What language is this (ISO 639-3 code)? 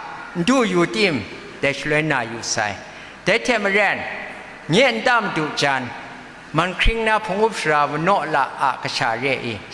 kac